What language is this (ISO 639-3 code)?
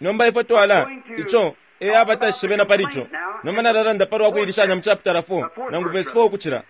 bem